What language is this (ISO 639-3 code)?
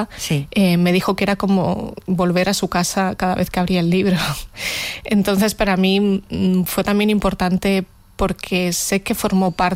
spa